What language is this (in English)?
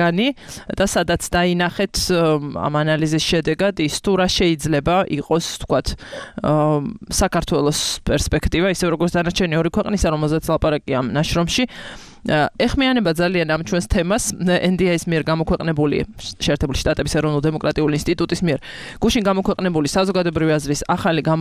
Georgian